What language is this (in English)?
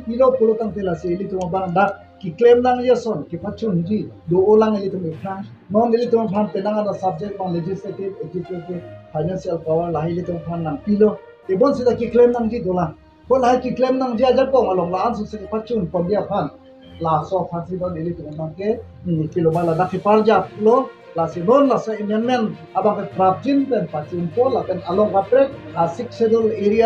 Karbi